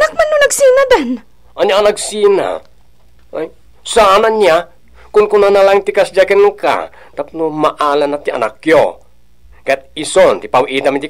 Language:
Iloko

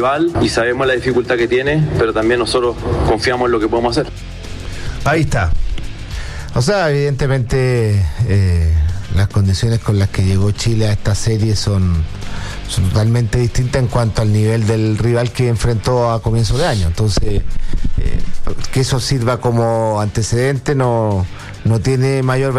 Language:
Spanish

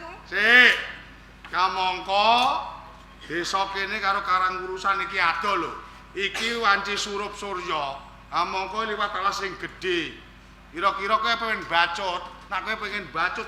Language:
Javanese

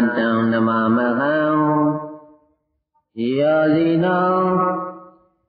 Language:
Burmese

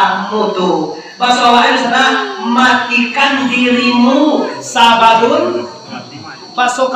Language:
Minangkabau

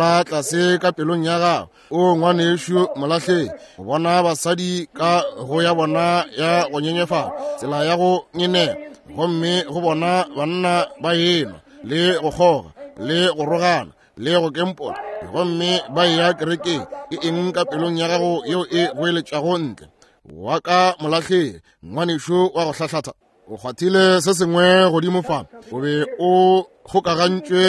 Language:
Northern Sotho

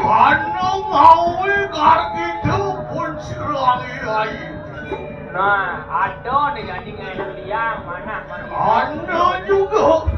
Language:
Balinese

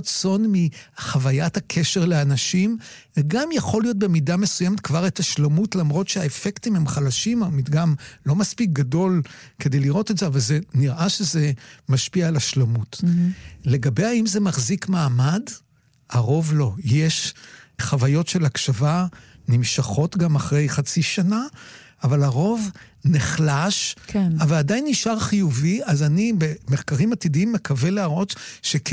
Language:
Hebrew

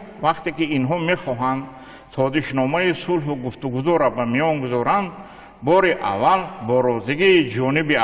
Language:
Tajik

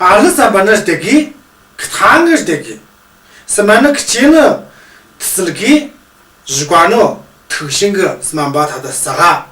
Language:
Tu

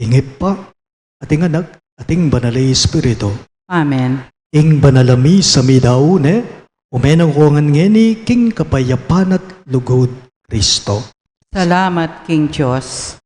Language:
Pampanga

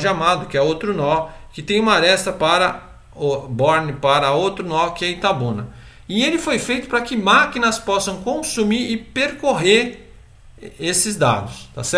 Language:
Portuguese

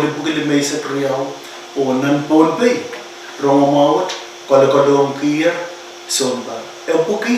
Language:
Pohnpeian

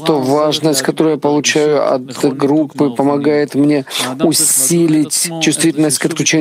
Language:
Russian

